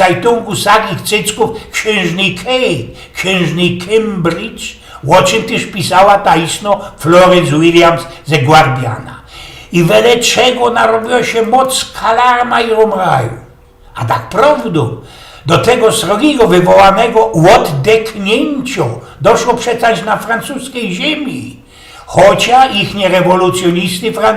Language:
Silesian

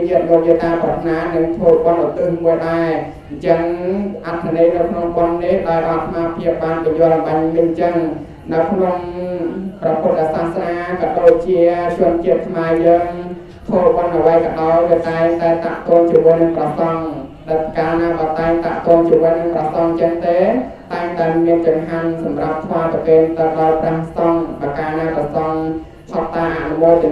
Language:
Khmer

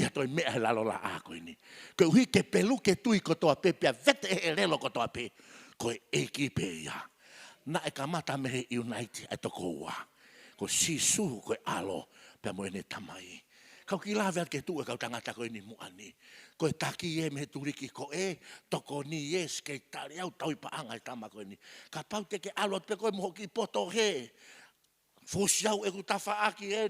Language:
Tongan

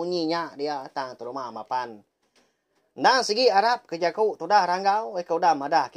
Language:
Iban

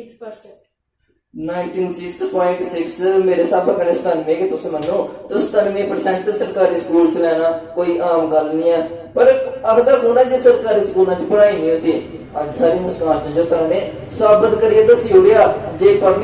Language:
Dogri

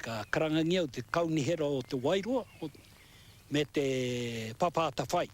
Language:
Māori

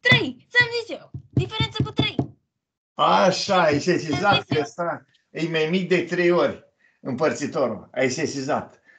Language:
Romanian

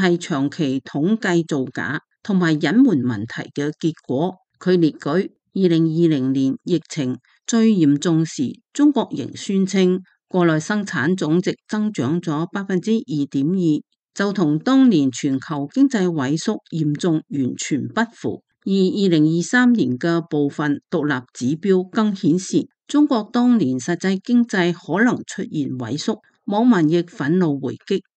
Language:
Cantonese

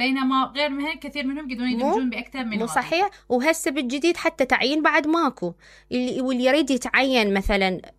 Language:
Mesopotamian Arabic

